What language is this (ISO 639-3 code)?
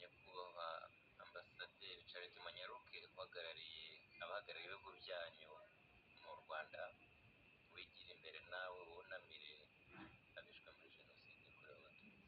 kin